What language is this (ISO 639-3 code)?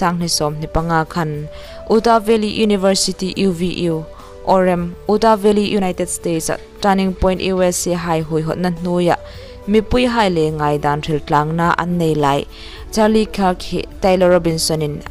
hmr